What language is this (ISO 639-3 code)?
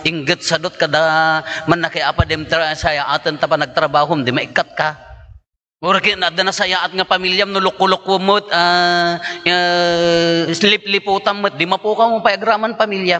ilo